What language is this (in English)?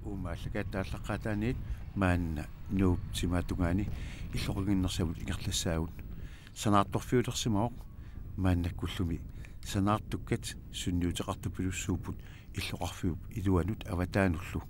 Kalaallisut